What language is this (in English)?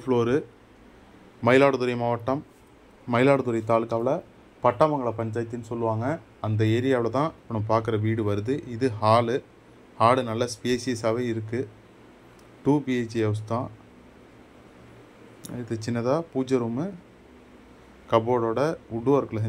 Tamil